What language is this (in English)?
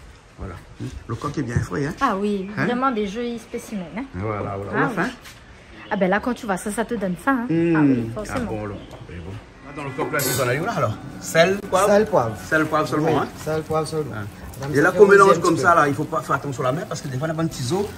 Réunion Creole French